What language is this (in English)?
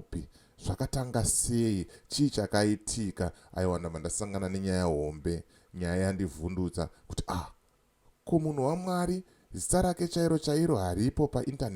Shona